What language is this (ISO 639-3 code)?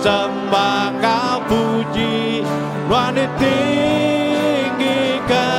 iba